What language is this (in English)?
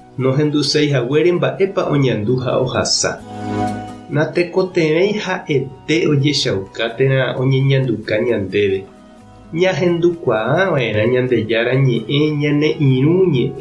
Guarani